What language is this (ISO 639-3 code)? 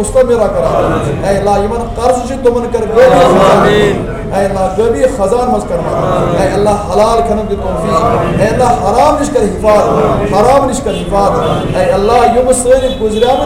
kas